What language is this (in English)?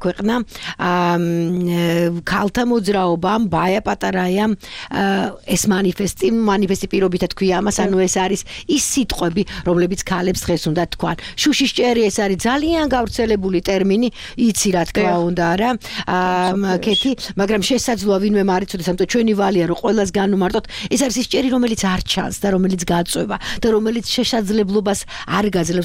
Georgian